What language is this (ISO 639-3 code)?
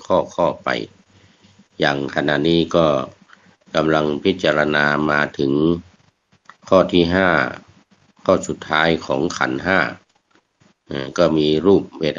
tha